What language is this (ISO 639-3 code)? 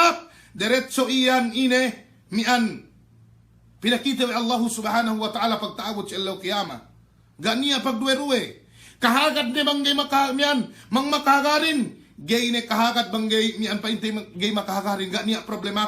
yka